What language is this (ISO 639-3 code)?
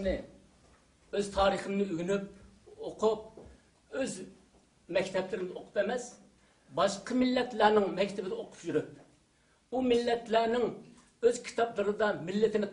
uig